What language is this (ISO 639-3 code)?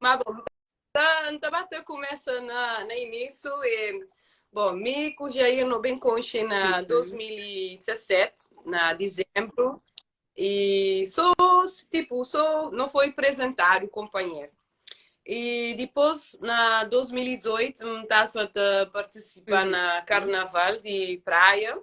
kea